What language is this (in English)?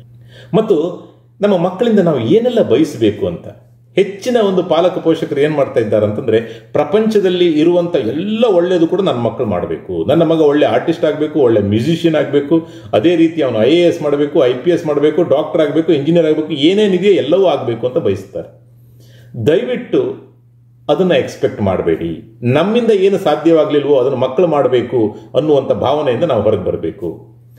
Kannada